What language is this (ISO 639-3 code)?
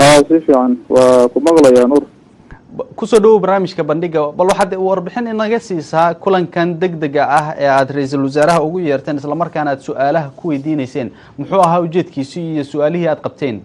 som